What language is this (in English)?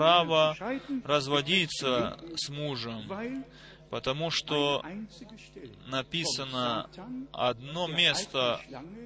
Russian